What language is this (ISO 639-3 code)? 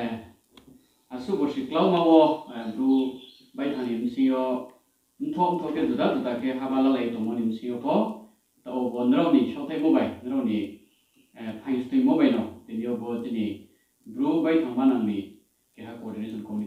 ria